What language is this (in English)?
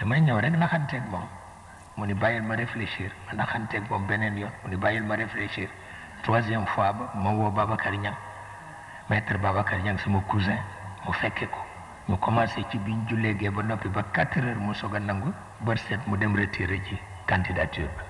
Wolof